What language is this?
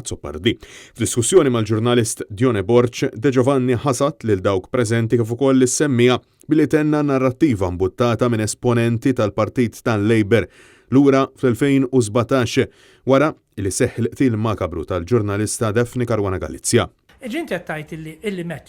Maltese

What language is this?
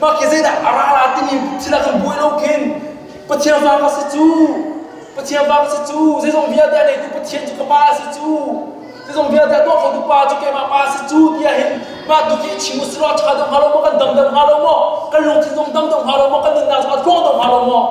Hakha Chin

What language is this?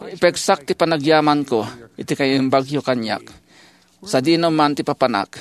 Iloko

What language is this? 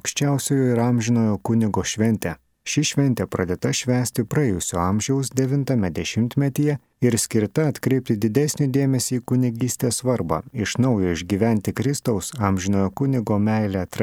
Lithuanian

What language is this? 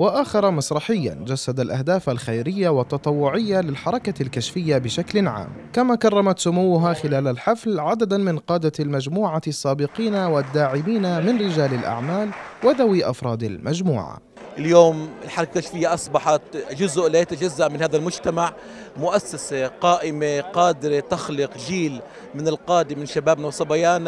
Arabic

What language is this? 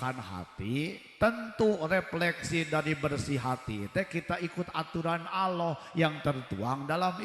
Sundanese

